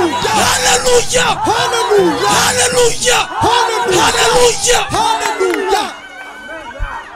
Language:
Kinyarwanda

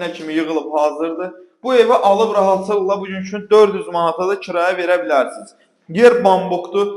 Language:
Azerbaijani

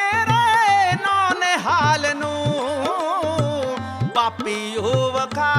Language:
Punjabi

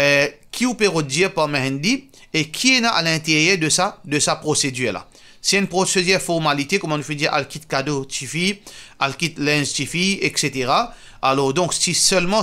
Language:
Morisyen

